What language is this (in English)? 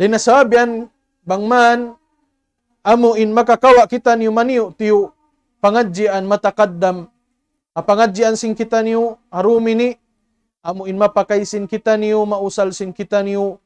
Tausug